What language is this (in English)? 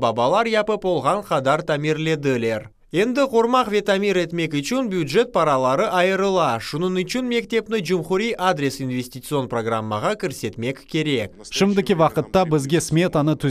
Crimean Tatar